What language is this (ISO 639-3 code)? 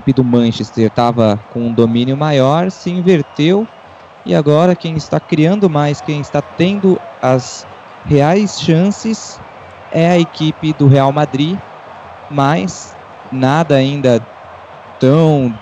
por